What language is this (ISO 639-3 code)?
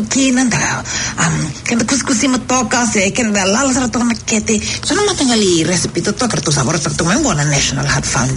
fij